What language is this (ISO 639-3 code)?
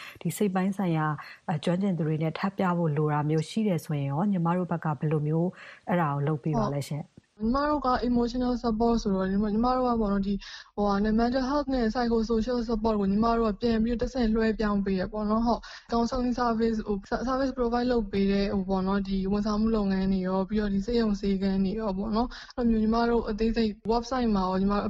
mya